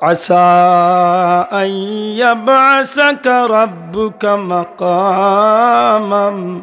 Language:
Sylheti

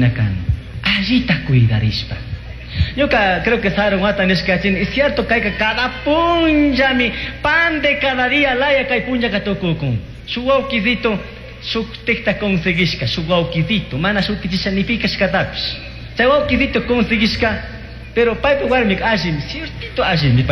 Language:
Chimborazo Highland Quichua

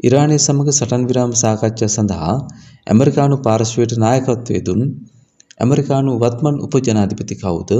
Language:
Sinhala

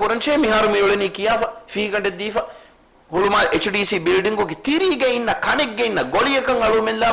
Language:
Divehi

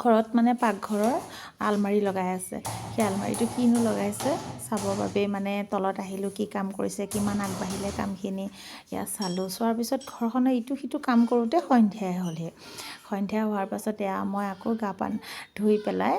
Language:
Assamese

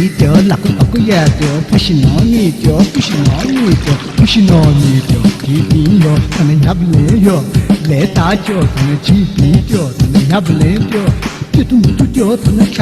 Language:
Newari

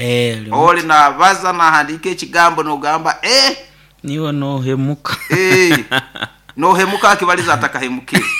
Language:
Nyoro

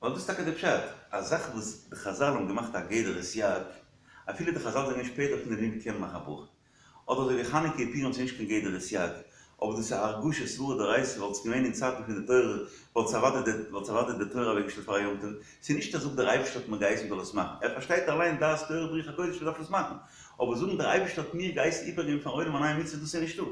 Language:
Yiddish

